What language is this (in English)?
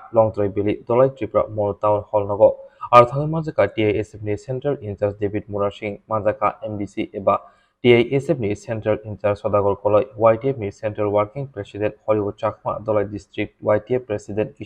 Kok Borok